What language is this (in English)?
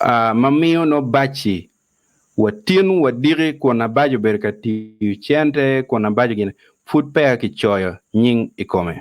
Acoli